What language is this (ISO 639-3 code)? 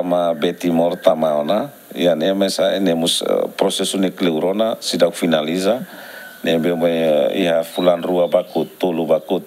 tet